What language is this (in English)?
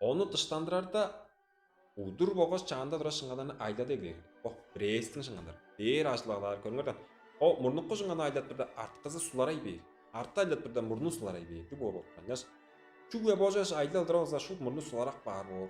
Tuvinian